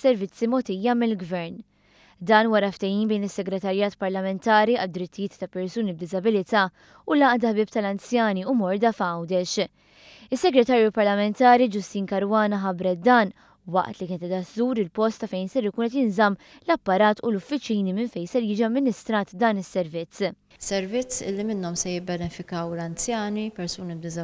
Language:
Maltese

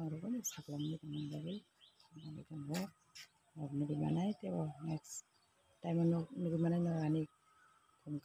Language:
Kok Borok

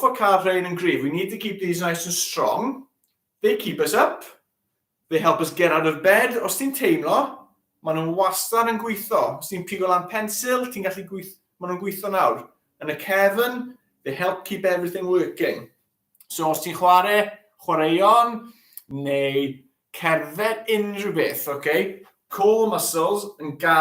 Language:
Welsh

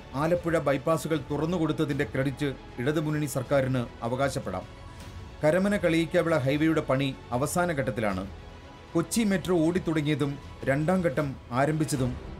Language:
Malayalam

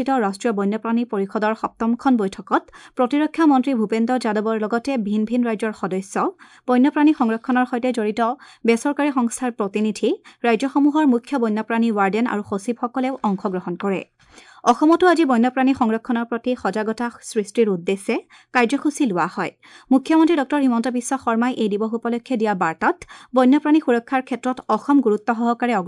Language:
Assamese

